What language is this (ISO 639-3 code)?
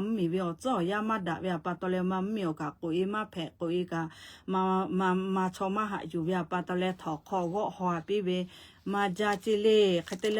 lhu